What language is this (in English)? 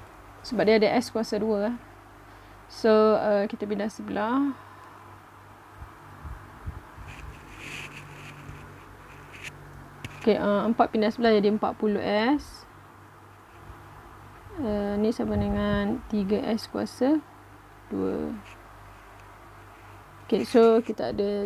Malay